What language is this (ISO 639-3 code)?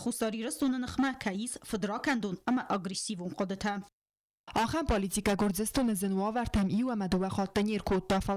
oss